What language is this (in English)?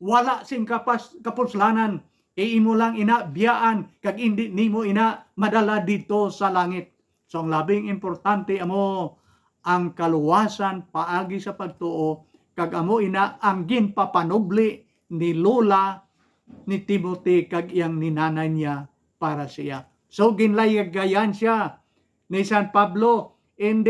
Hiligaynon